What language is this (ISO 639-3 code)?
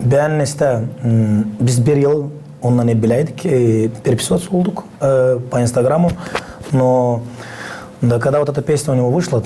gag